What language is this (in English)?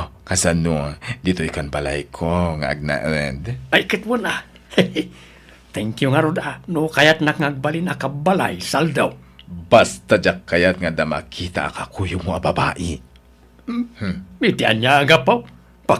Iloko